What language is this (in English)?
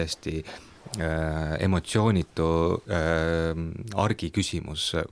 Estonian